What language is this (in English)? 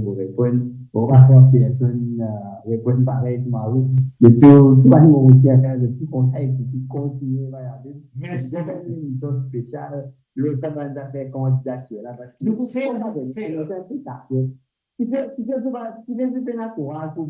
Morisyen